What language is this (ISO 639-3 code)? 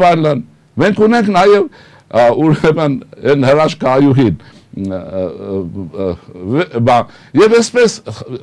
hye